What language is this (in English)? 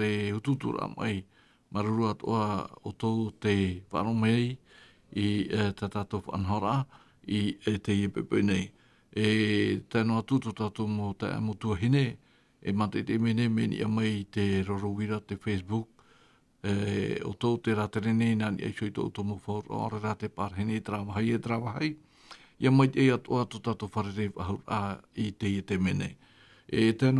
Tahitian